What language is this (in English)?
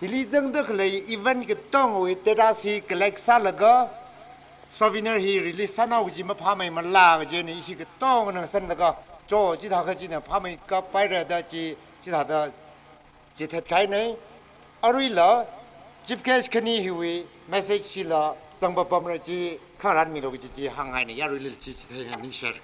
Tangkhul Naga (India)